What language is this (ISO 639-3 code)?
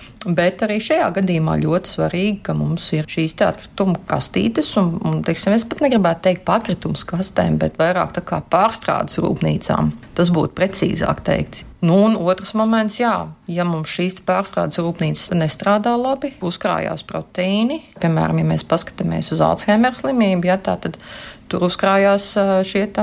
lav